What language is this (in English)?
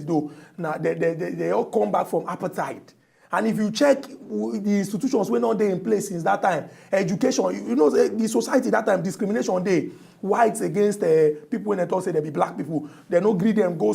Nigerian Pidgin